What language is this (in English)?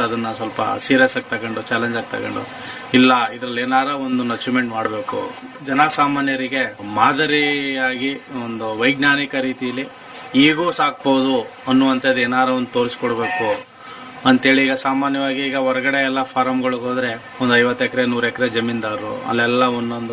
Kannada